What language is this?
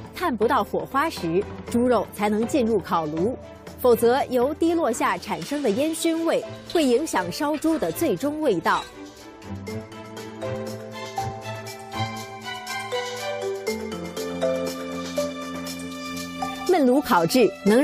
Chinese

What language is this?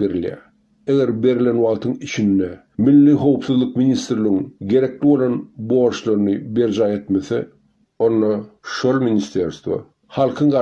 Turkmen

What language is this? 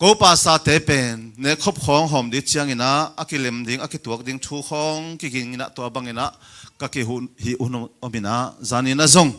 Tedim Chin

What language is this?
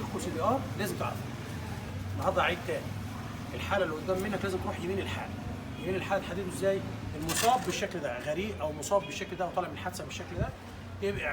Egyptian Arabic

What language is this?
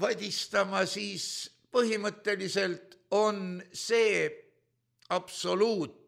Estonian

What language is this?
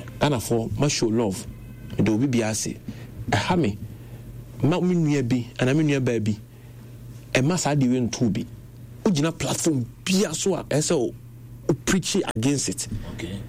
Akan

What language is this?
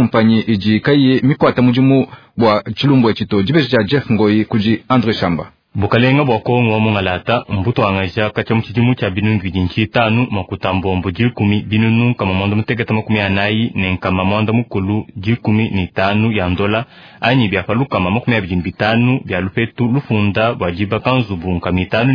Luba-Lulua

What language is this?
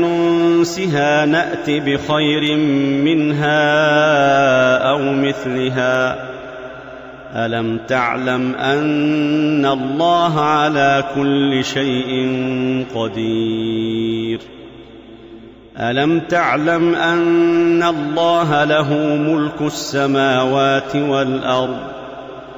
Arabic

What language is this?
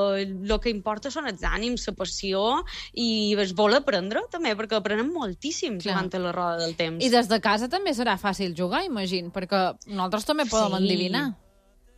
Catalan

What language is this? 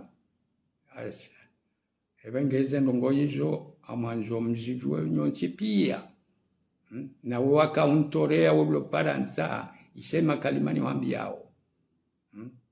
Ngazidja Comorian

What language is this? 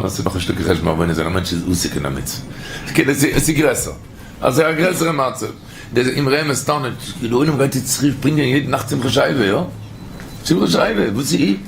Yiddish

